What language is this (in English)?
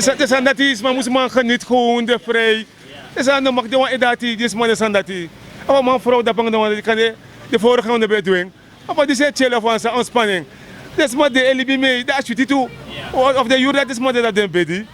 Sranan Tongo